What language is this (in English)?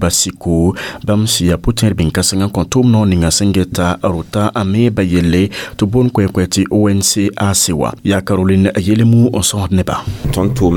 Mossi